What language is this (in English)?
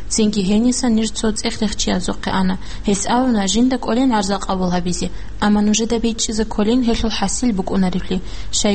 Avaric